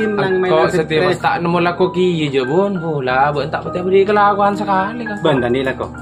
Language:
Madurese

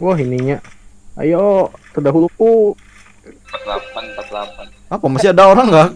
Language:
Banjar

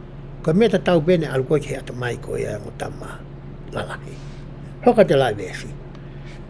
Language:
Tongan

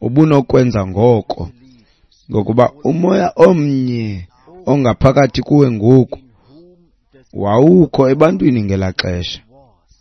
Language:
Xhosa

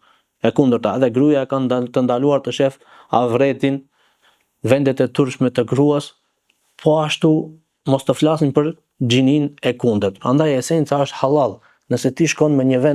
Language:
Albanian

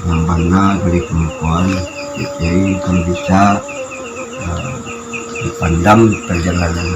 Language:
Minangkabau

